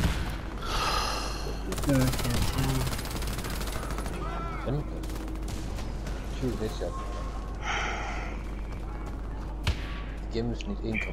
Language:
Danish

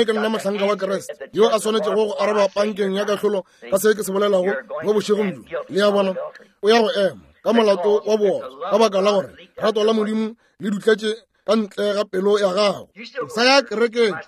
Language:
Northern Sotho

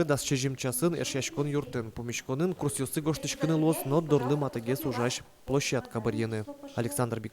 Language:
Udmurt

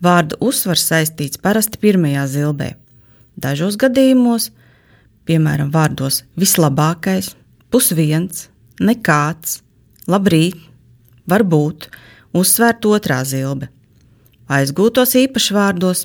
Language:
Latvian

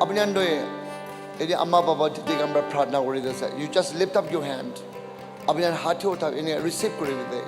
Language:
Naga Pidgin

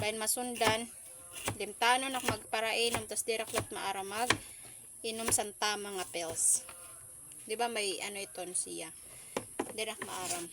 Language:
Waray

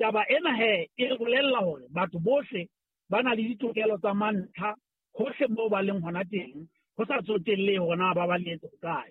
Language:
Southern Sotho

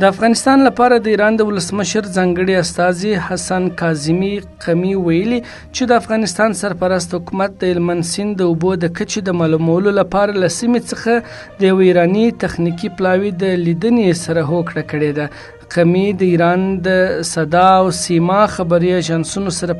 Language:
Pashto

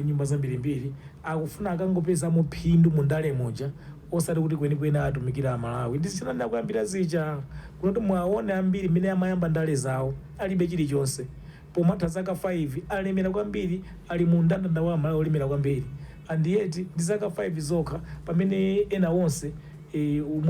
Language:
Nyanja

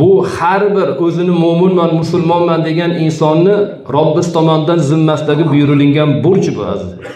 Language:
Uzbek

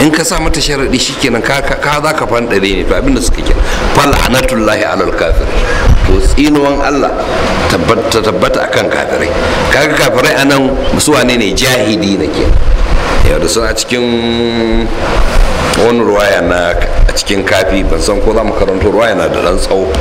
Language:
Hausa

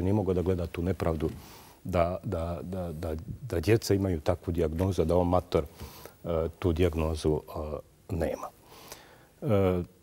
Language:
Bosnian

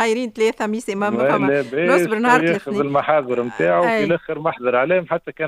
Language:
Tunisian Arabic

